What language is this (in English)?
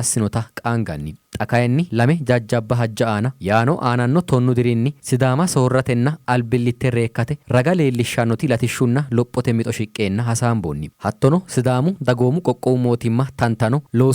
Sidamo